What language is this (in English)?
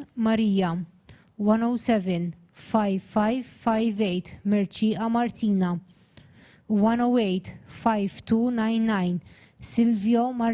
English